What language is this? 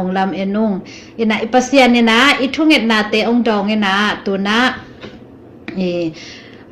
Tedim Chin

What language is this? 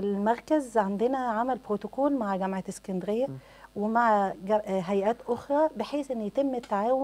Egyptian Arabic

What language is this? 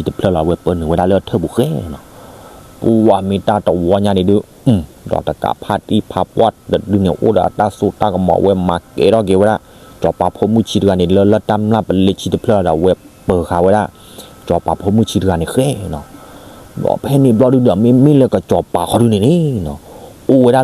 S'gaw Karen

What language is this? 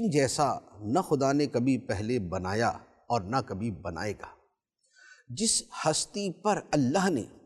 Urdu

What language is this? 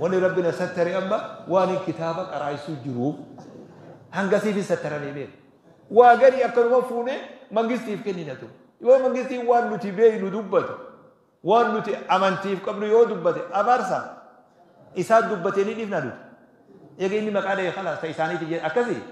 Oromo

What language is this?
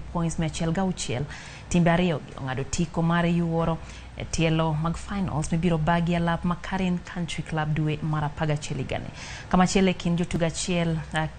Luo (Kenya and Tanzania)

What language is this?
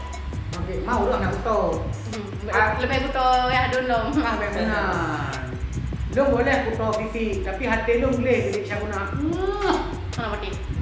Achinese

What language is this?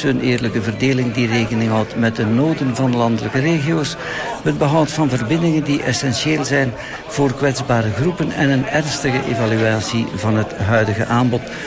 Dutch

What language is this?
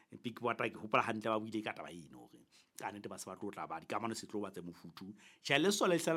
Southern Sotho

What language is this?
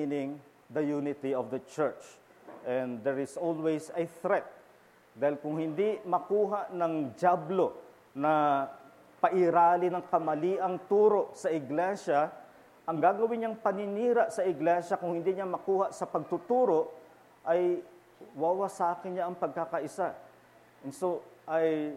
Filipino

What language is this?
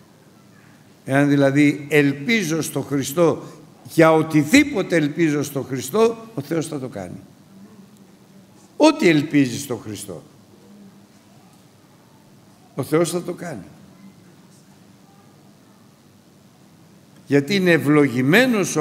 Greek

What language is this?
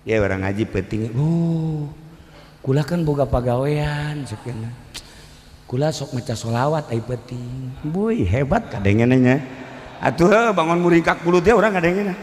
Sundanese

